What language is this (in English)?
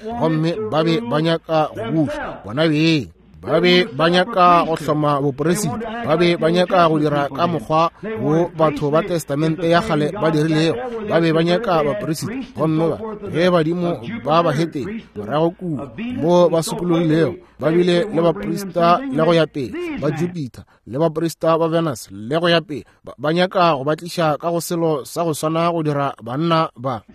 Northern Sotho